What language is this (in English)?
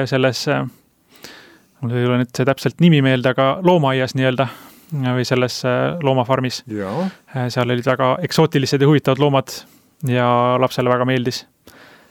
Estonian